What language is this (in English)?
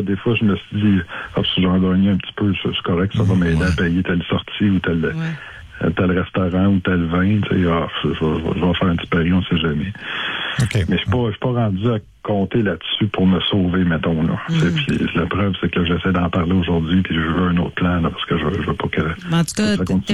French